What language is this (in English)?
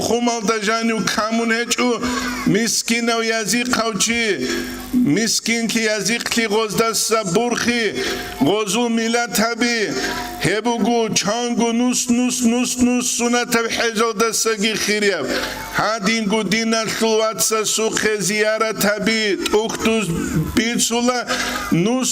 Avaric